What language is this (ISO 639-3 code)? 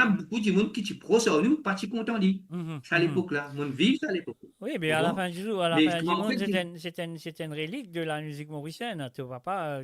mfe